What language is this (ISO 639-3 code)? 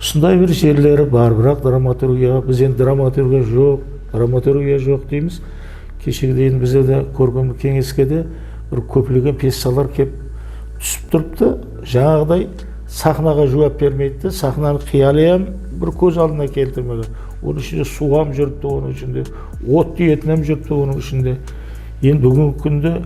kaa